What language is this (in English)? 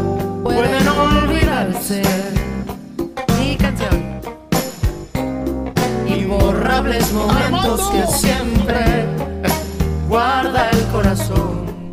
Spanish